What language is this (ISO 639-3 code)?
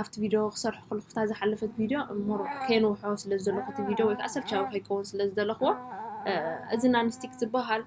tir